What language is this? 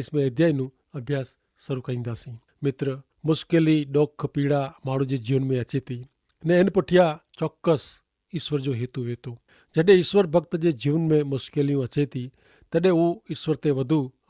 Kachhi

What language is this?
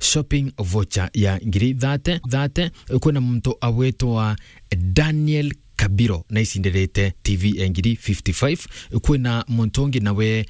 Meru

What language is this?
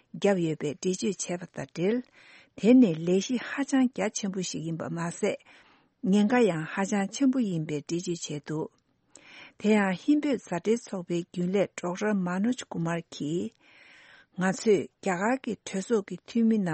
Tibetan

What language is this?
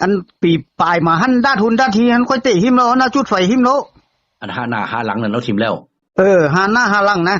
Northeastern Thai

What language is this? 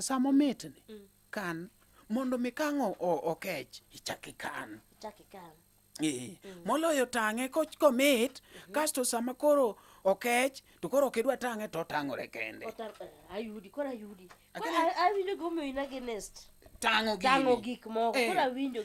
Luo (Kenya and Tanzania)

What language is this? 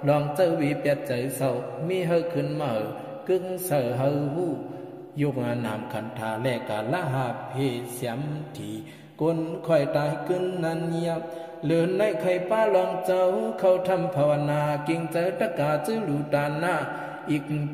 Shan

